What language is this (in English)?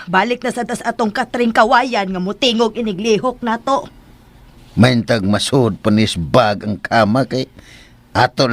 Cebuano